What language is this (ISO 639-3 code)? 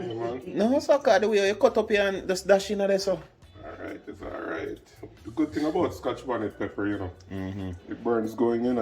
jam